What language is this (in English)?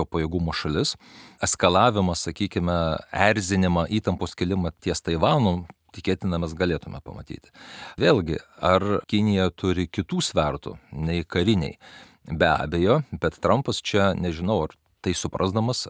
Lithuanian